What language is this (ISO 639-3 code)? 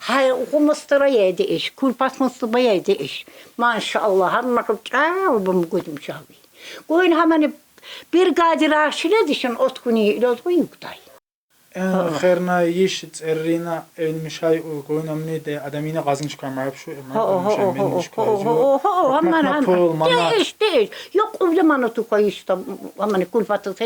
tkr